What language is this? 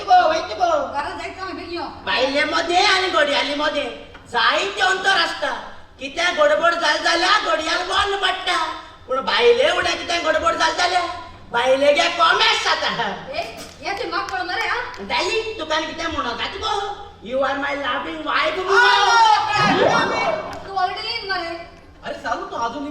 Konkani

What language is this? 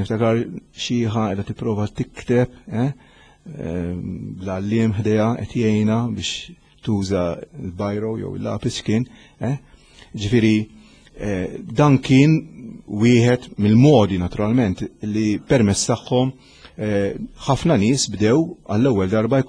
Maltese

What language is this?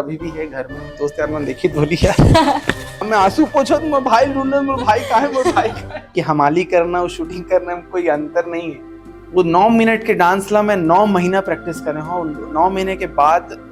Chhattisgarhi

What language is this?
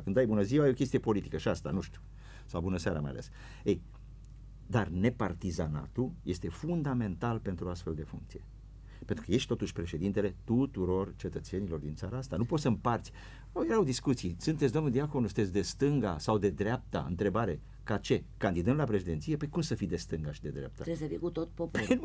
Romanian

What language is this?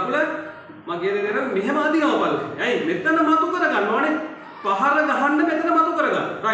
Sinhala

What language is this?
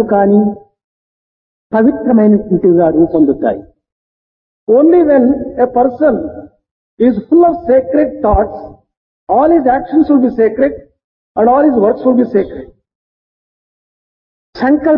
Telugu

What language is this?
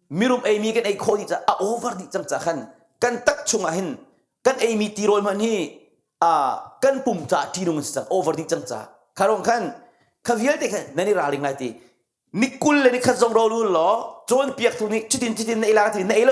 Hakha Chin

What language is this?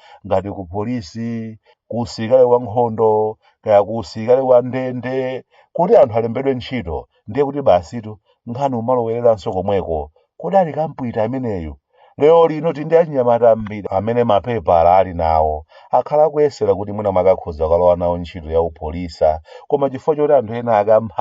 Nyanja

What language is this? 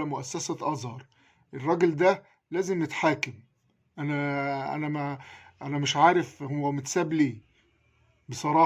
Egyptian Arabic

